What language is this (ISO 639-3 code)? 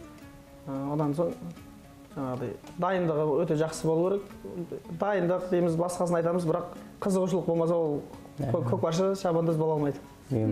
kaz